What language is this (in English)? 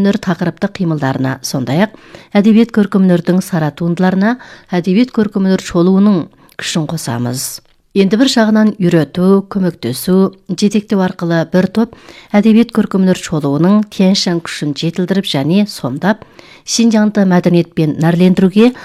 Kazakh